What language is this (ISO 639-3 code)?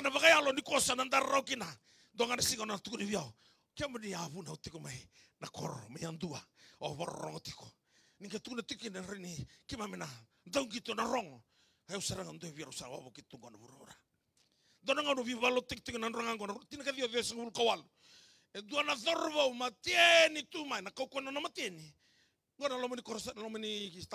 fij